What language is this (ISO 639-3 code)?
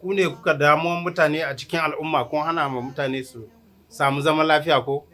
hau